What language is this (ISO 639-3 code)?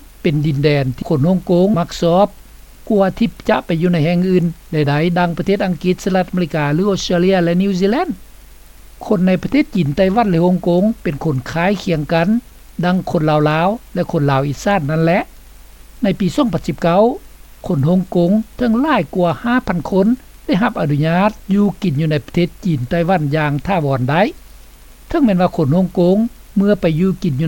lao